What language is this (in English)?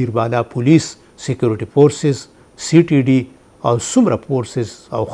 Pashto